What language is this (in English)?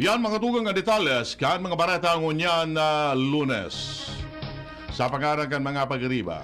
Bikol